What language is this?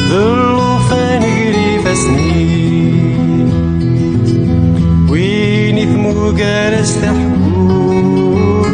Kabyle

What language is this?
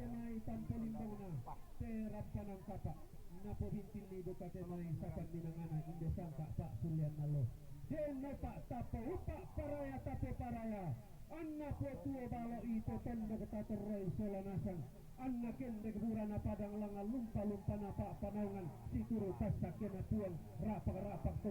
Toraja-Sa'dan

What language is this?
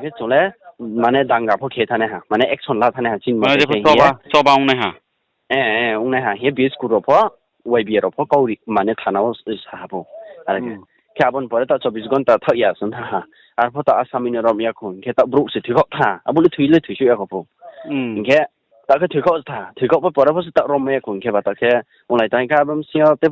Riang (India)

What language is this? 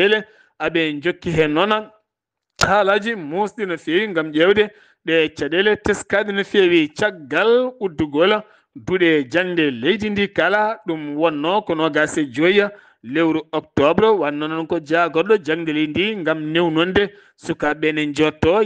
Fula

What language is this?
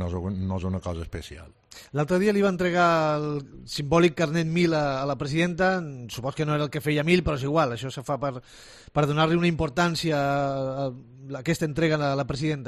Catalan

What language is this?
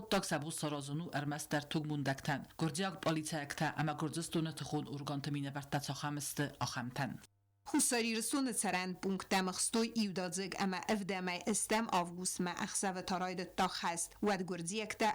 Ossetic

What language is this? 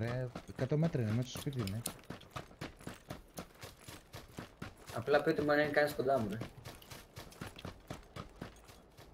Greek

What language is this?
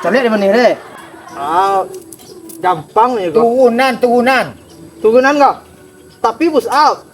Minangkabau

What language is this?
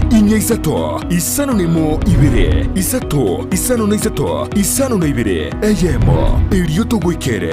Gusii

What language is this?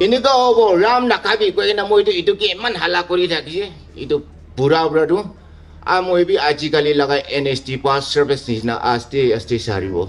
Naga Pidgin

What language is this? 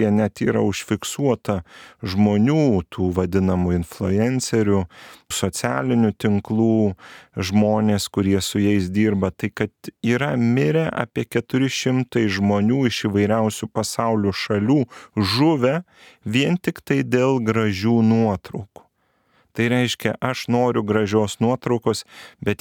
Lithuanian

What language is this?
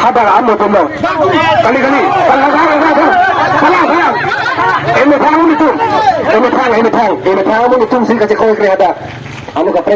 Karbi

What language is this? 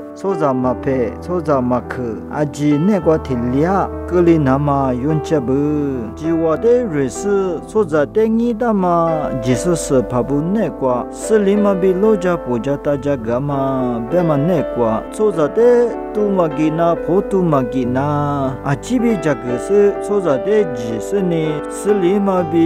Lisu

